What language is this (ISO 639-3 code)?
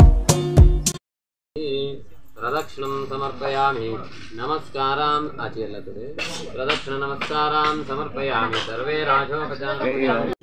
san